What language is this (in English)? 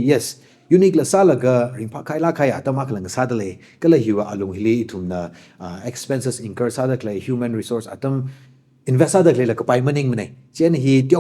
Tangkhul Naga (India)